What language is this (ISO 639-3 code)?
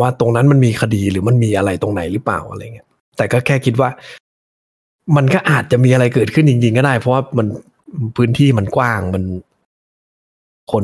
tha